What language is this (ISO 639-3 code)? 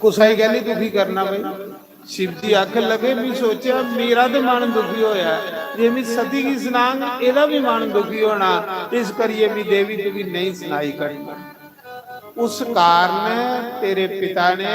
doi